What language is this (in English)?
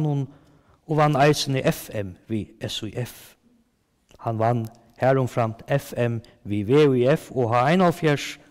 Faroese